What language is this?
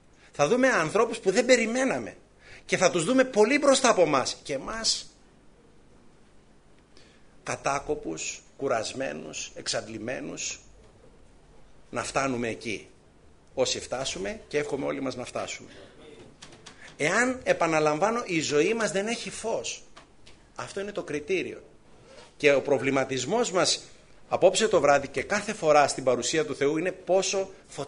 Greek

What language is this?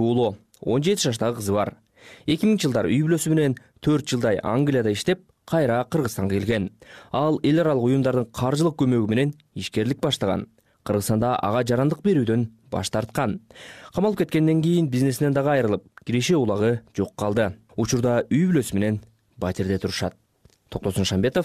Kyrgyz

